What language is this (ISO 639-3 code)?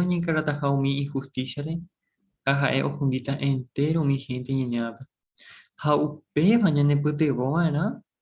grn